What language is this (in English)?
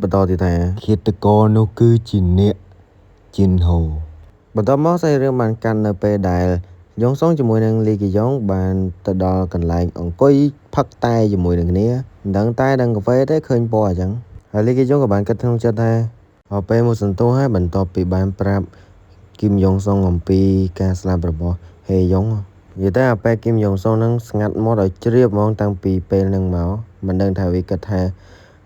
Khmer